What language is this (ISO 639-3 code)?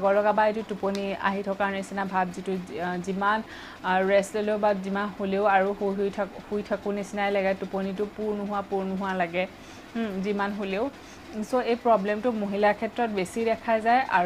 asm